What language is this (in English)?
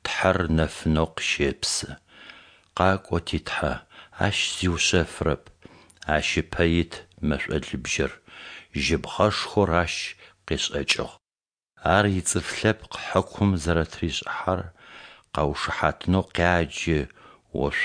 Adyghe